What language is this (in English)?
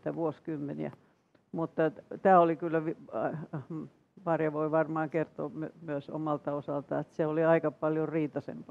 Finnish